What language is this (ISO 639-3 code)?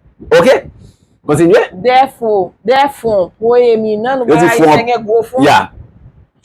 hat